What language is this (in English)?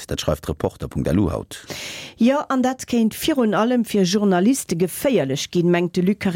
Luxembourgish